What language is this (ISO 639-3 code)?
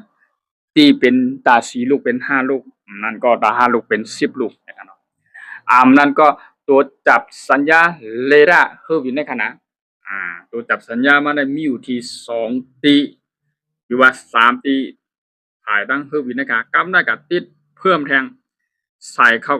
shn